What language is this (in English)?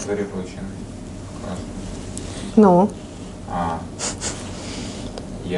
Russian